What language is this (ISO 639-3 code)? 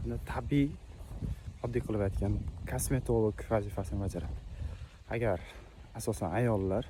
uzb